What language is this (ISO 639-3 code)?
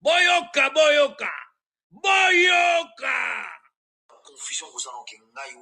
lin